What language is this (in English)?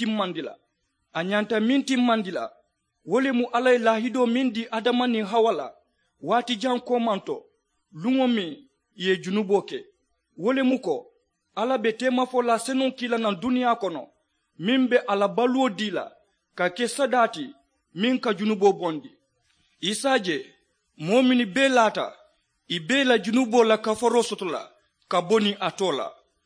Mandingo